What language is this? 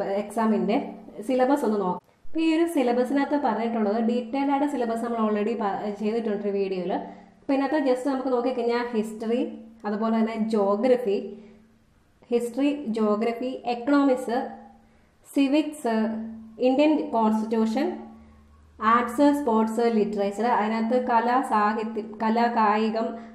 Malayalam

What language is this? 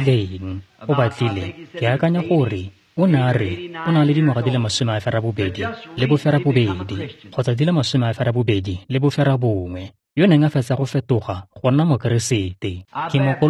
Tswana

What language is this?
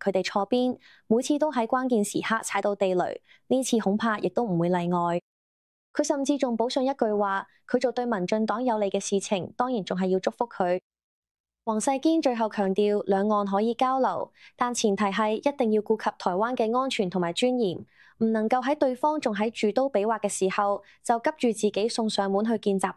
Cantonese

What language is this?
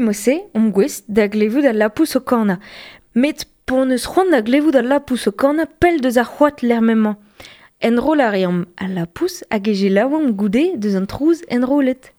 Breton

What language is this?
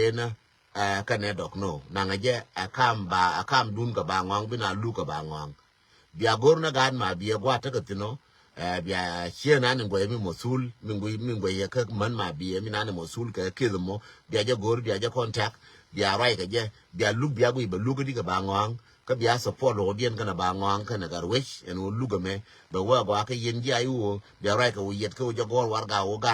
Nuer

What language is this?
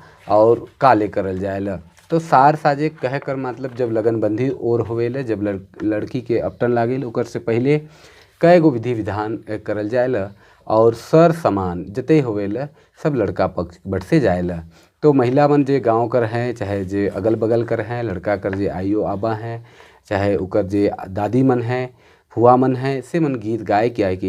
Sadri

